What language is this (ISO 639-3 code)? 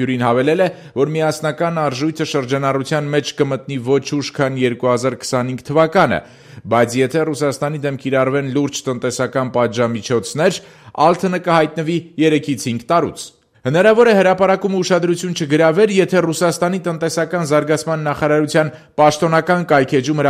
hye